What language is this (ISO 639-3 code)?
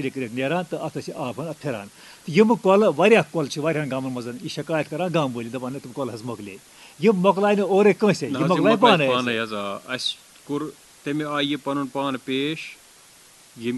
kas